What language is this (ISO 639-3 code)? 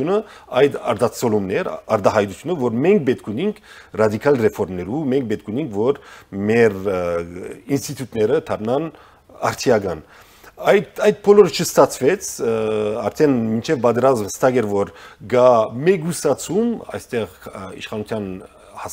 hye